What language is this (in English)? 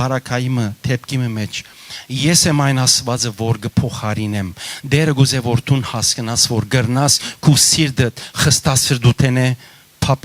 Western Armenian